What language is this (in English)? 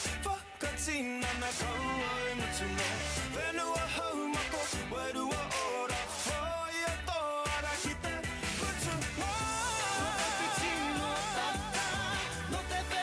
Māori